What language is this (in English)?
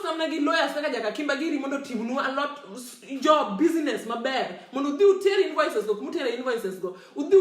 Luo (Kenya and Tanzania)